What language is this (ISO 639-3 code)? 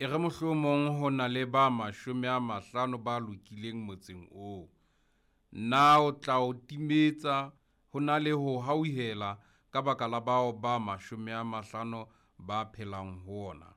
sot